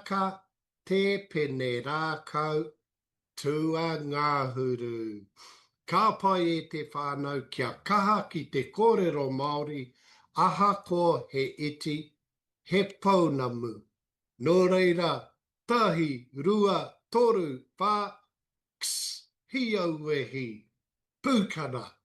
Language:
Māori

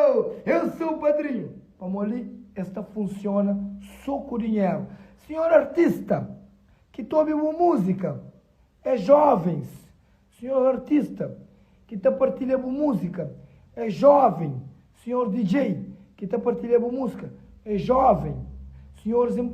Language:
Kabuverdianu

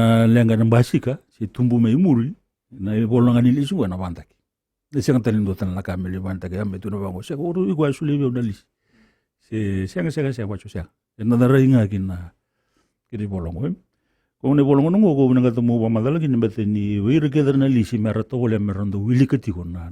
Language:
Fijian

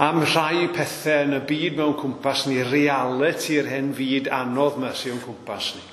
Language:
Welsh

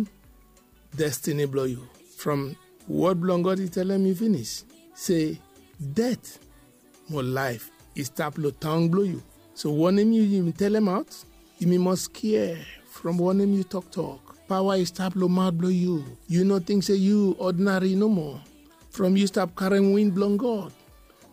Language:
Bislama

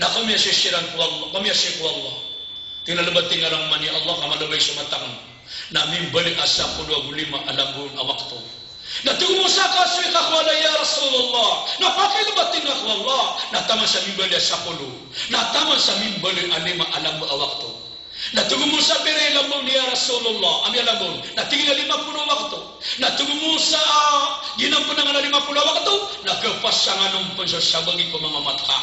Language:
Maranao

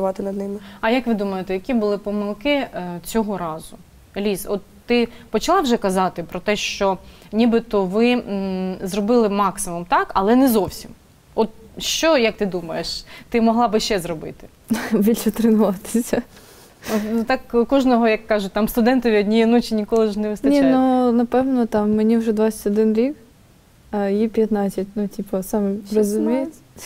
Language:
Ukrainian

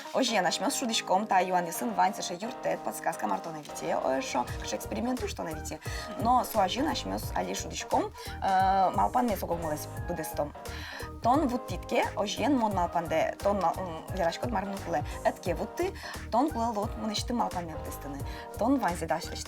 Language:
Udmurt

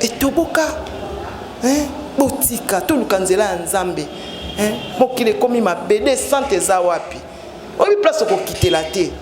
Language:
Lingala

